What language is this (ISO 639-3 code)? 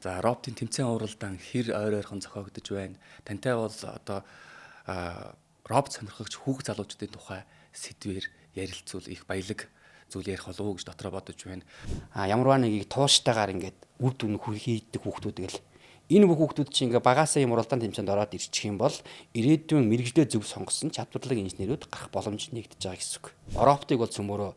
mon